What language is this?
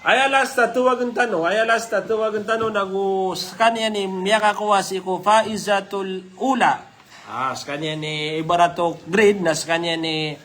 Maranao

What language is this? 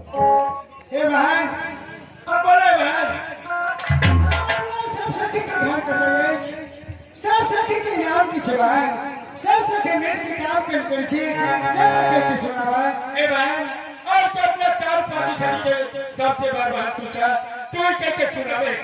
Maithili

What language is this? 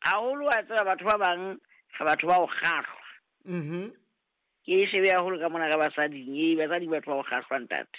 Southern Sotho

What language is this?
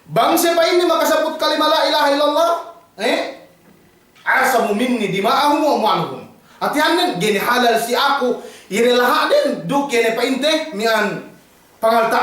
Yakan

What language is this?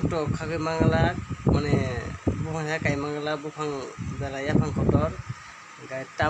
Kok Borok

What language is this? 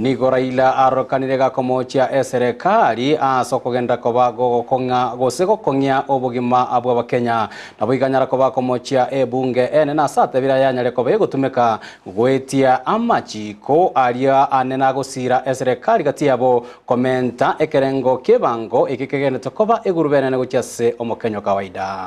Gusii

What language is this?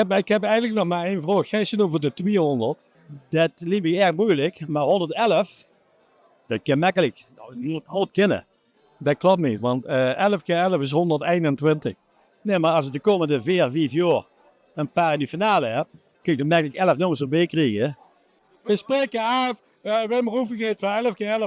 Limburgish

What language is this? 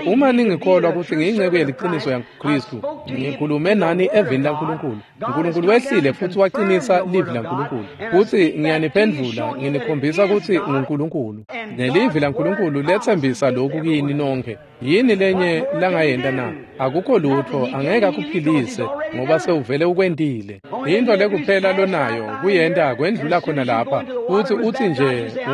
Swati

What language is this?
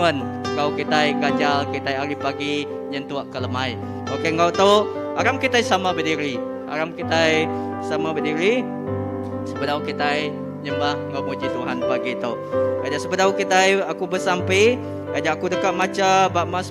Iban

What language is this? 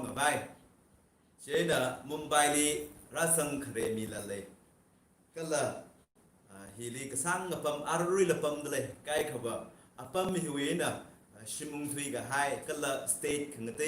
Tangkhul Naga (India)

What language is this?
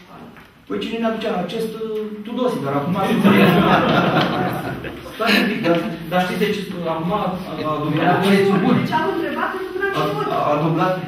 Romanian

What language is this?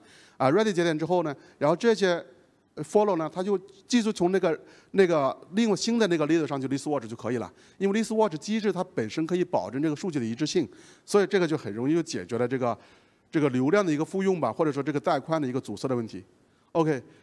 Chinese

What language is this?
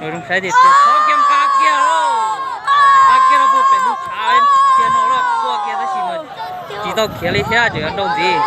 Hmong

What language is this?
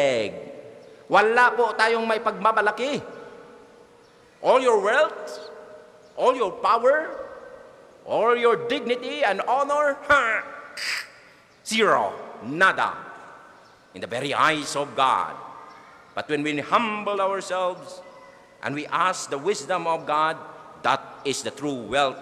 Filipino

